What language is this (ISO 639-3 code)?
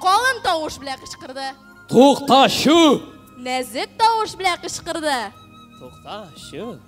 tat